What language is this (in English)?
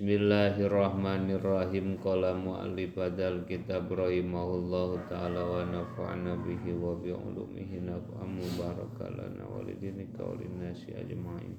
Sundanese